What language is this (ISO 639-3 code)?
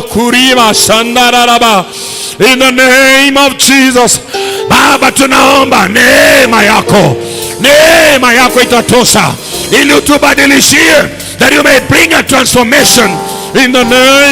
kik